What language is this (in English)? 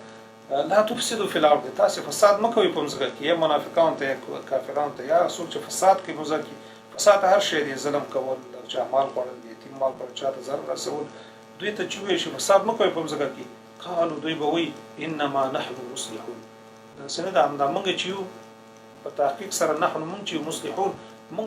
Pashto